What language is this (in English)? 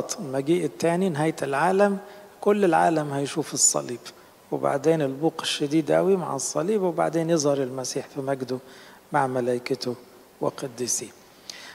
Egyptian Arabic